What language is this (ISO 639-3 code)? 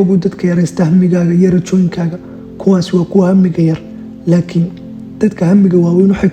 som